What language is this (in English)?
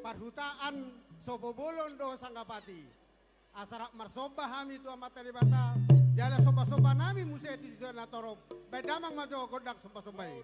Batak Toba